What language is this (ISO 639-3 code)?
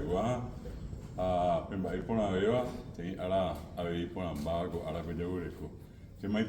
grn